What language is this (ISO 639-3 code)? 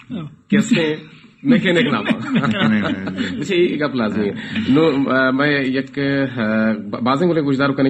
bal